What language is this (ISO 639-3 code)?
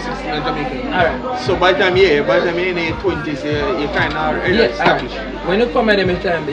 jam